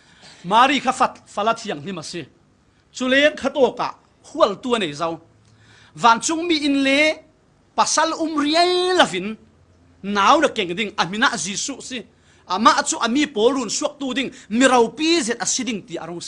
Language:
Falam Chin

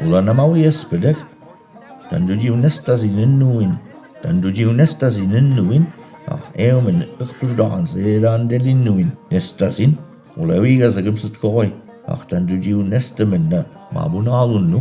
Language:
Mi'kmaw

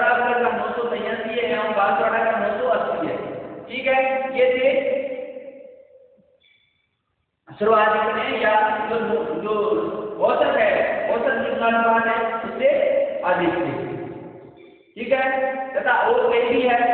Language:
Hindi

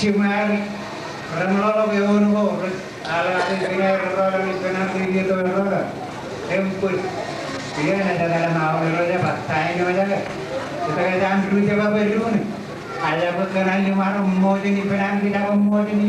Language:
Marshallese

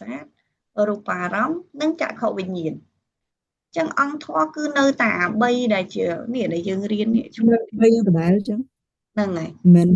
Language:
Khmer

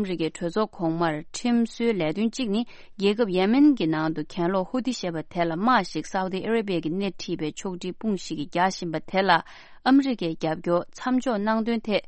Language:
Tibetan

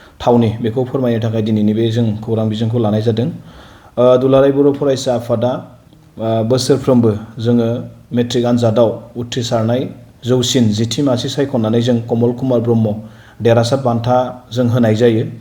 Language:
Bodo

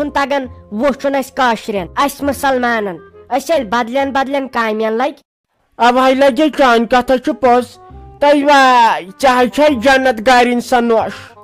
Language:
Kashmiri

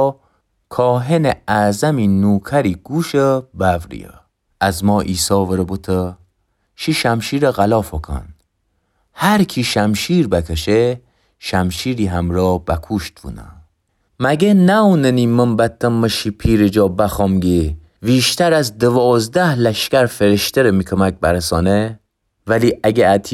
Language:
Gilaki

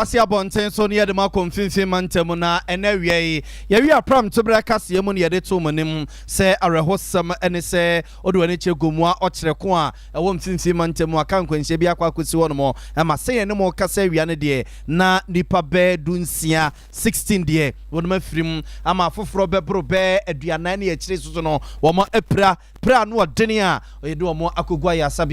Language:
Akan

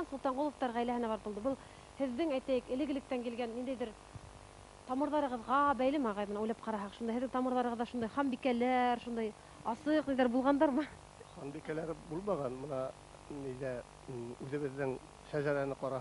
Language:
Bashkir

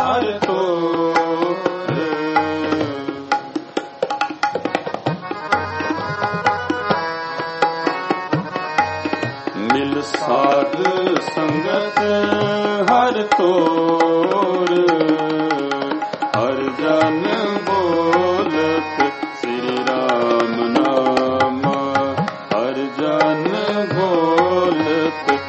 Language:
Hindi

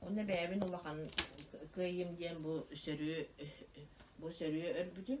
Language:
Yakut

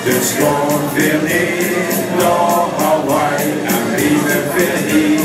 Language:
Limburgish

